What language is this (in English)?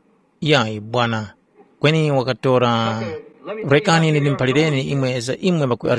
Tumbuka